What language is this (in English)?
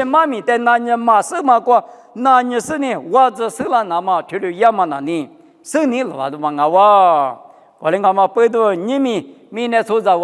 Lisu